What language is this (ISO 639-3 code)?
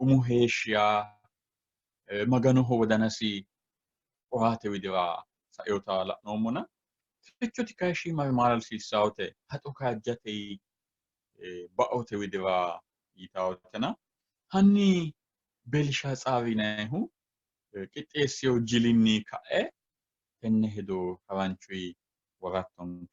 sid